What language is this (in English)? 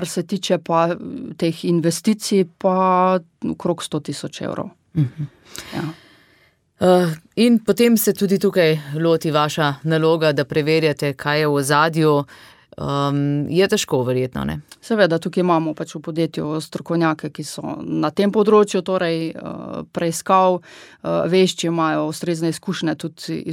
Slovenian